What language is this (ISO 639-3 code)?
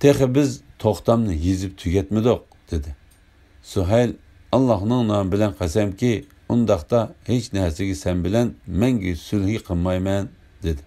uig